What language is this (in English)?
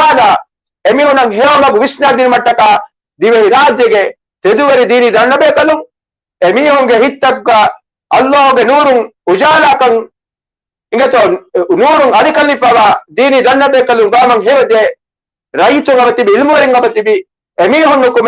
Divehi